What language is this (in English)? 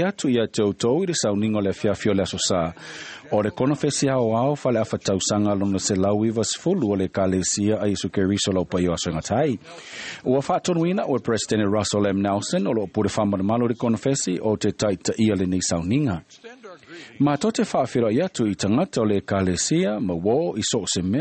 Samoan